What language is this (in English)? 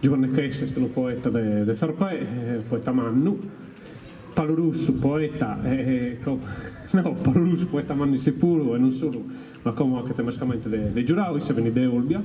Sardinian